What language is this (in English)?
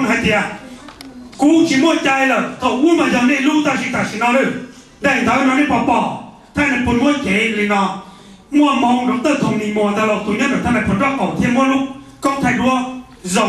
Hmong